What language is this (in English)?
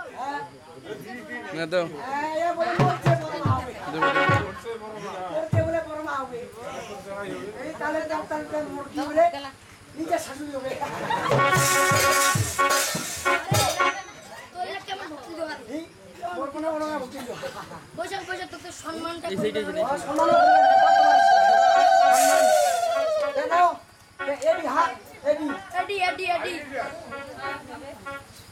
Bangla